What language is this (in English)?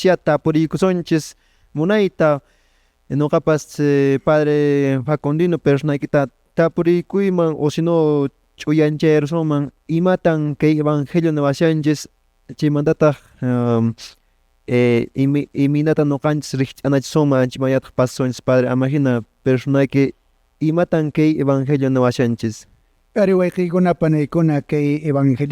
Quechua